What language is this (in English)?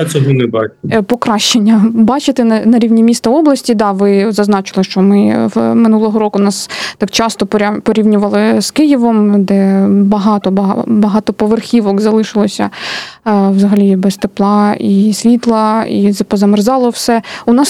Ukrainian